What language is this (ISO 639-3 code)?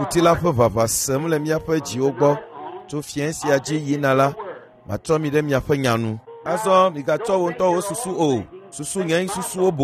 ewe